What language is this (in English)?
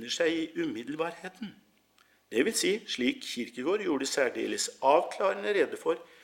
Norwegian